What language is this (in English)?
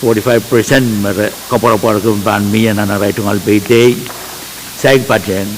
Pohnpeian